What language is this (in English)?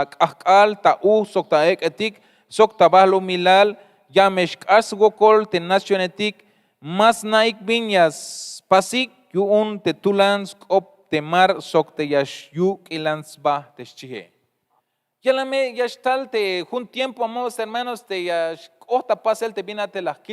Tzeltal